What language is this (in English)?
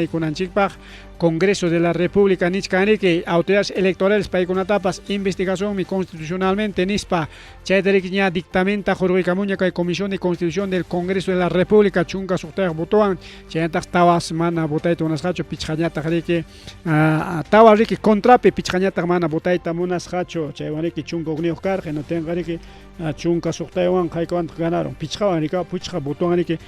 Ayacucho Quechua